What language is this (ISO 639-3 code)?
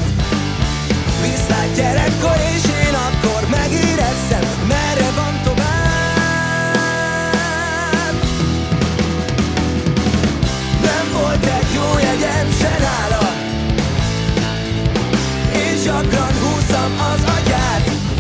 hun